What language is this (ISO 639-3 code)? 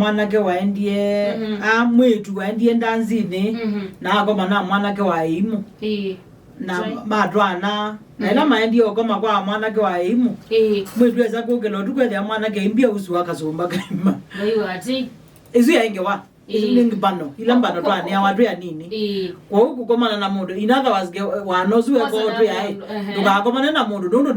kam